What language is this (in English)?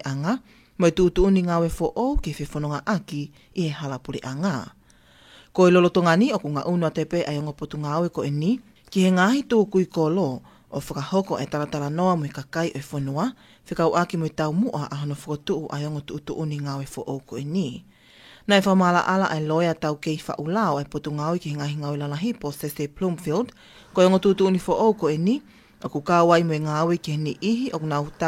Tongan